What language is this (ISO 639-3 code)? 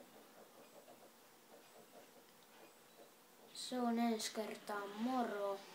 fin